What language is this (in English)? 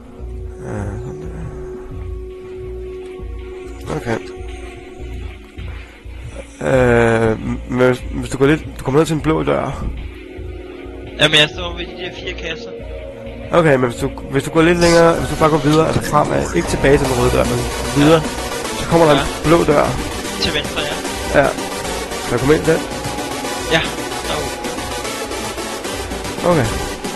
Danish